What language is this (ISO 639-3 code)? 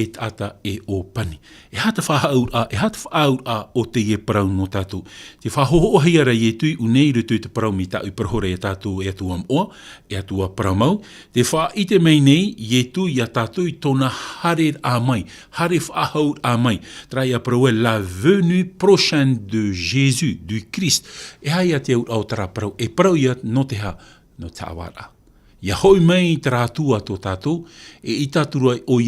tah